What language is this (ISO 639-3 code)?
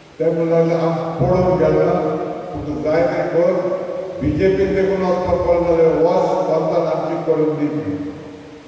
kok